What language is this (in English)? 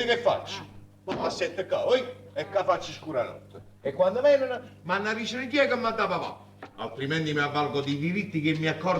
Neapolitan